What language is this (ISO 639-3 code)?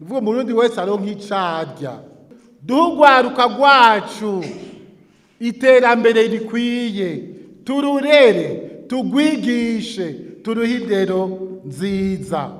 run